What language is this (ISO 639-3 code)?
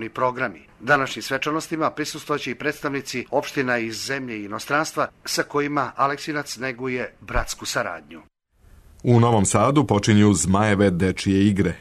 srp